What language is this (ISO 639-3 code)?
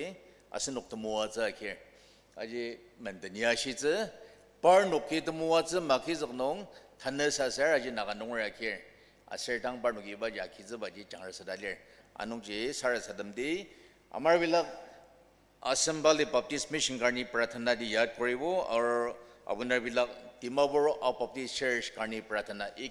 njo